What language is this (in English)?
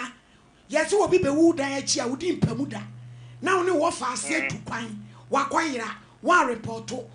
Akan